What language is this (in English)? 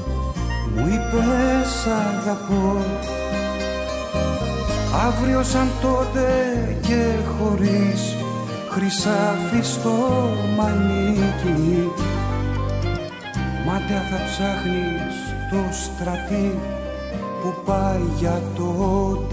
Greek